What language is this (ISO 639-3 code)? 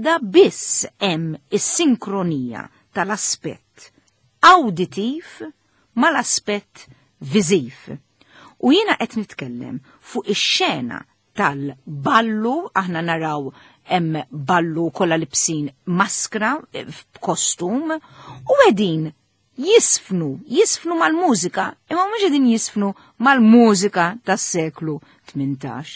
mlt